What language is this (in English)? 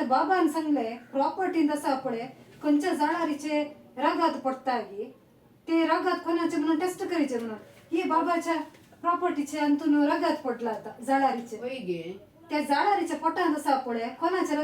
Konkani